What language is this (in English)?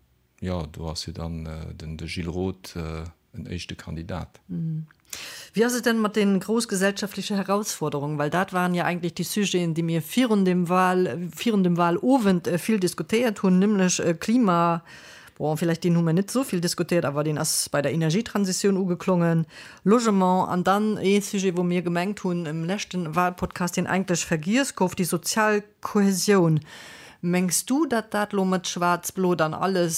Luxembourgish